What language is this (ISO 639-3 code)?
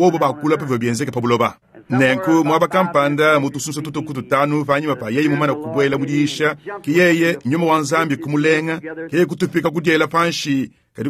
lua